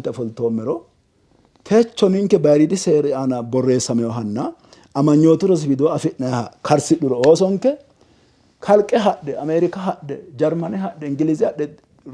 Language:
Sidamo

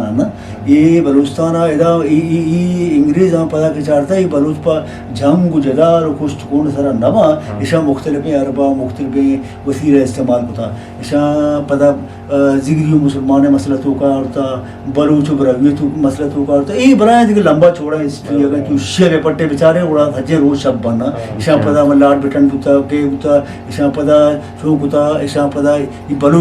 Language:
Eastern Balochi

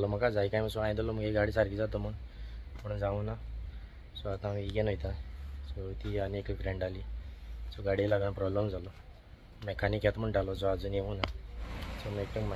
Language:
Konkani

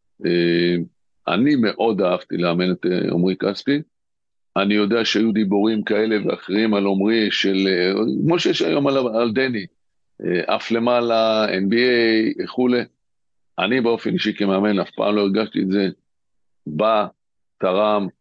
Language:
Hebrew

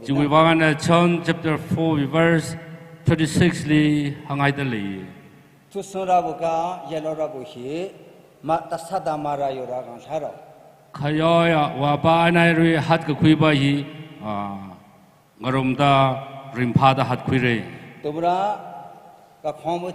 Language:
Tangkhul Naga (India)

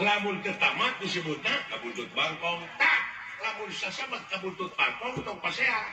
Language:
Sundanese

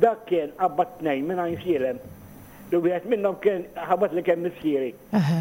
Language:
Maltese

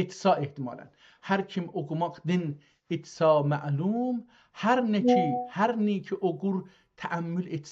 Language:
South Azerbaijani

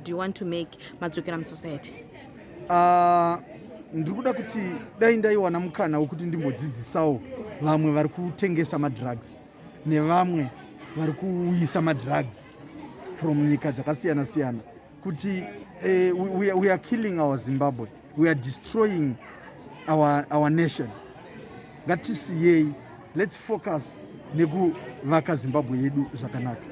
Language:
Shona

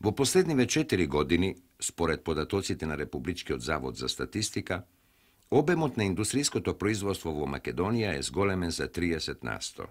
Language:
Macedonian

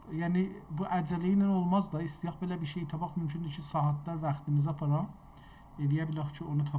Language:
South Azerbaijani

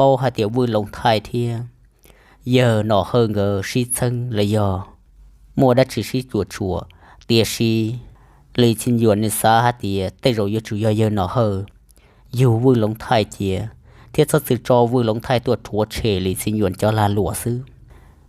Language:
Hmong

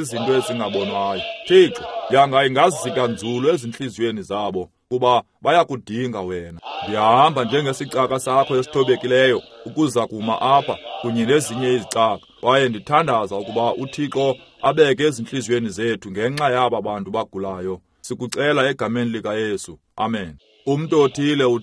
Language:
Xhosa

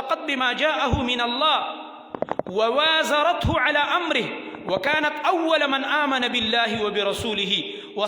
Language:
Pashto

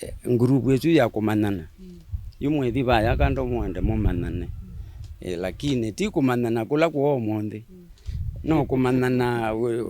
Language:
Kamba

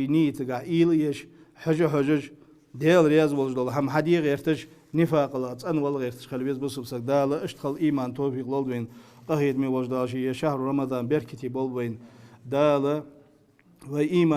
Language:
Ingush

